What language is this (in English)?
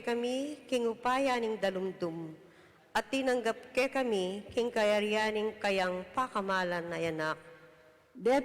Pampanga